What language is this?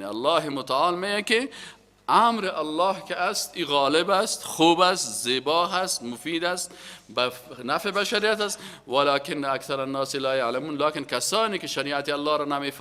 Persian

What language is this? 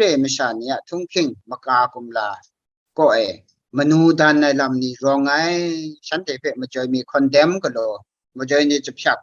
Kachin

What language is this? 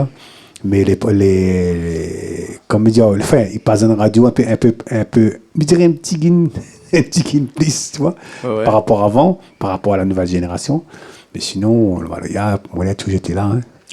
Réunion Creole French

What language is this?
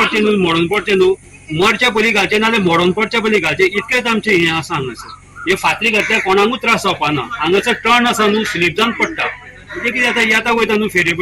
Konkani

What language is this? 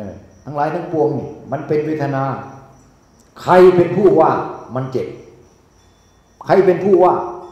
Thai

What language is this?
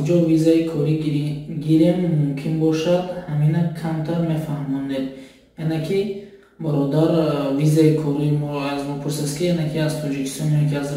Tajik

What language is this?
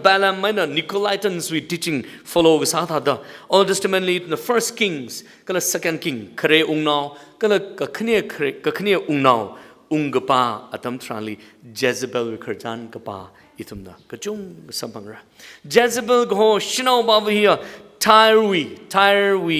Tangkhul Naga (India)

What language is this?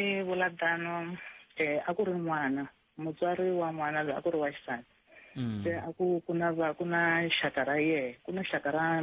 Tsonga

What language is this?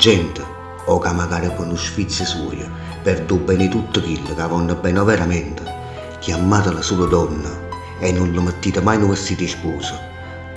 Neapolitan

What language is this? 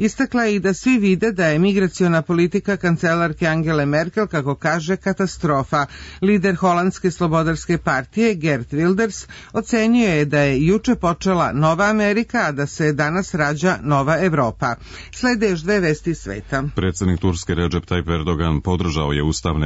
Serbian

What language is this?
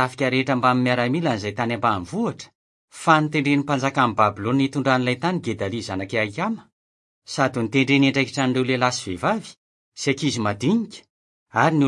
Malagasy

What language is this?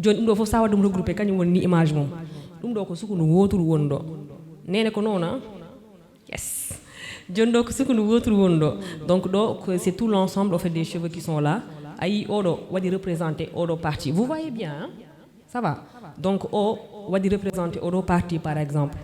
Fula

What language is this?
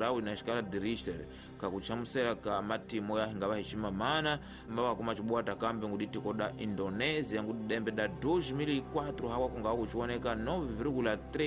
Tsonga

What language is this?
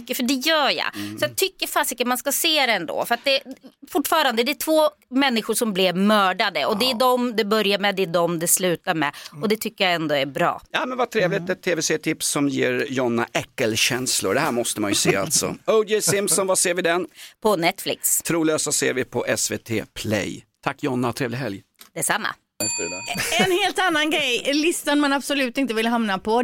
Swedish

